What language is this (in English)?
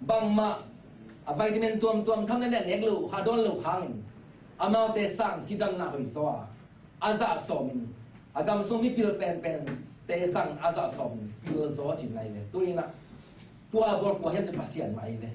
Tedim Chin